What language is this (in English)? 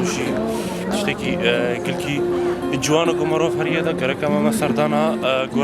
Kurdish